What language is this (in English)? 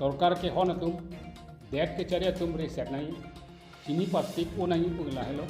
Karbi